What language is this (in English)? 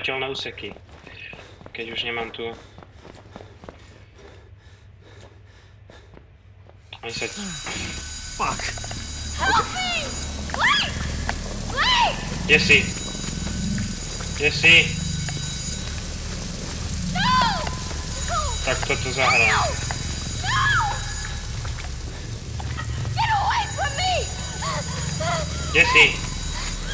Slovak